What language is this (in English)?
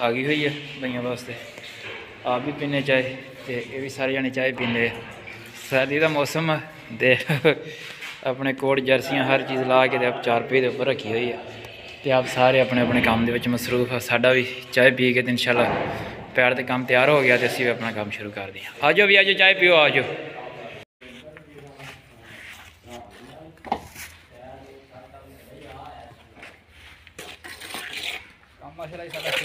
Punjabi